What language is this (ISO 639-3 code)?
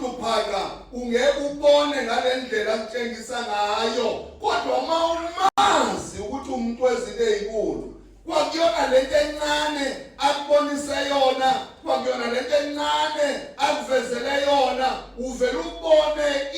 zul